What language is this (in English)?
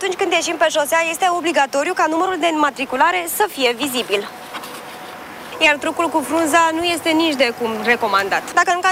Romanian